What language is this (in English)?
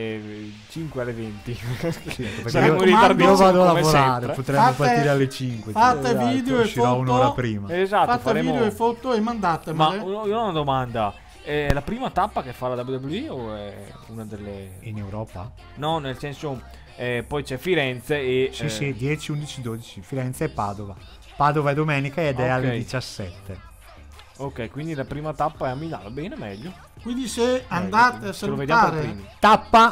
Italian